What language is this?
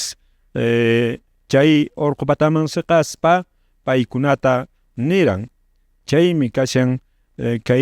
Quechua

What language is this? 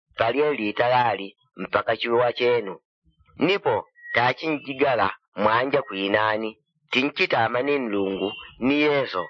Yao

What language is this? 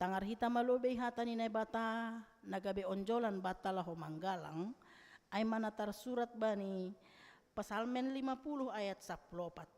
Batak Simalungun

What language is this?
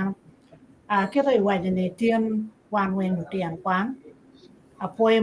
Acoli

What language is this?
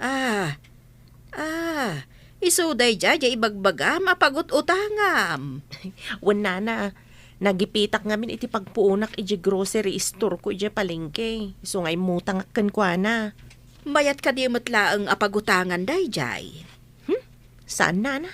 Iloko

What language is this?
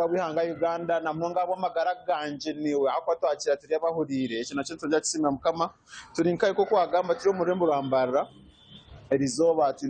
Nyankole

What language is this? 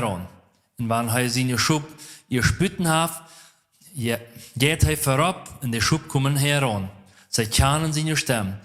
Plautdietsch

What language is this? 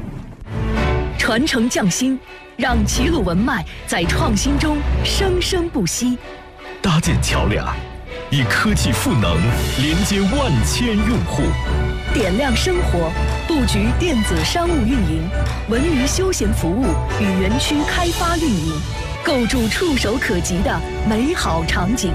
Chinese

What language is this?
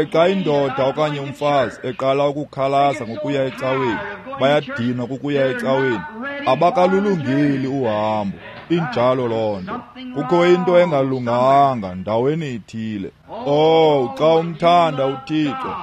Xhosa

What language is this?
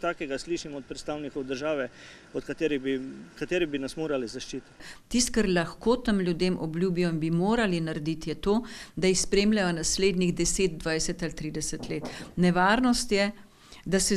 Slovenian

